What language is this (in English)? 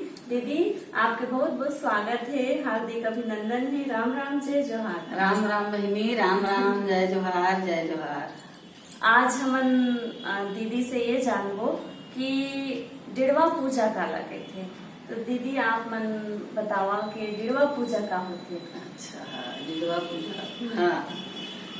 Chhattisgarhi